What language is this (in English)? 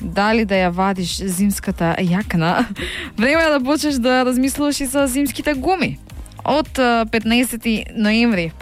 Macedonian